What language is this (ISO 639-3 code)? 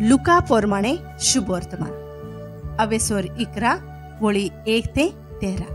kok